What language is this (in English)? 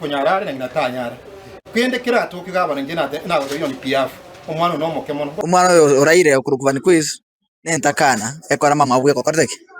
Gusii